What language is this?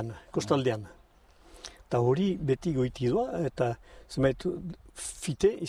Basque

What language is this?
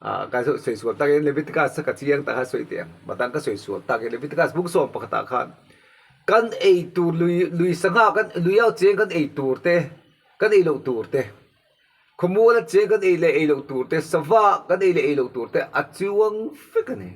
Mizo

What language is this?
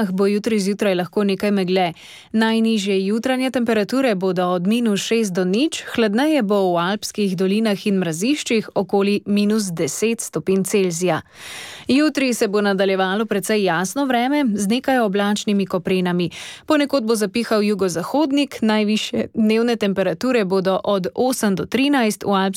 Slovenian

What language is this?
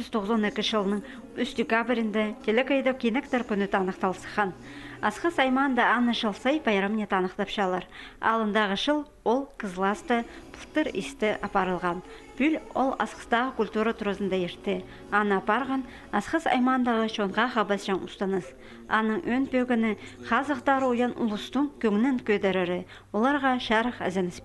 Khakas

